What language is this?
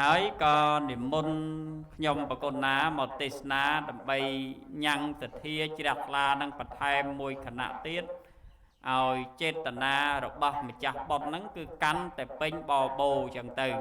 Khmer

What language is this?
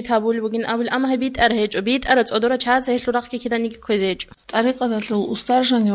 Avaric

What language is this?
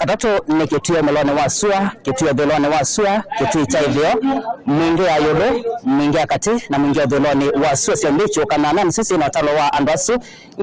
Kamba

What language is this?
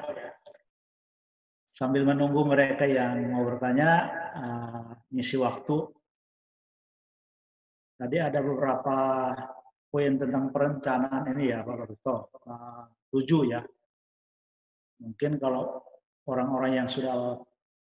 Indonesian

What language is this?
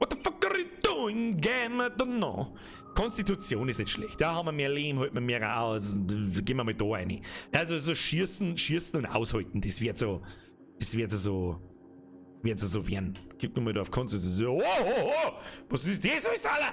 Bavarian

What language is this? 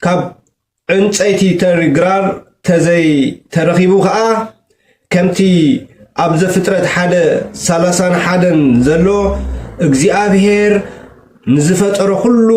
Tigrinya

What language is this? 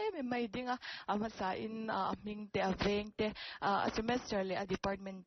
Mizo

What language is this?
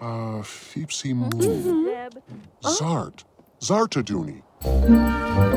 Bavarian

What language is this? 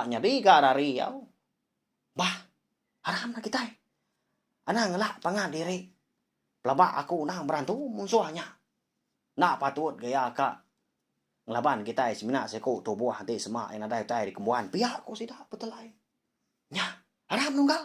Iban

